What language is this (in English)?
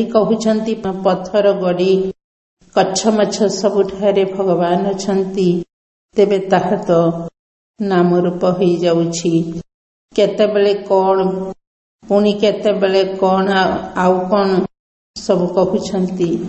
Odia